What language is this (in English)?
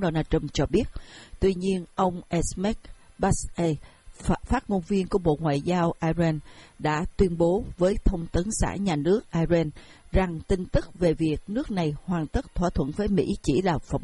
Vietnamese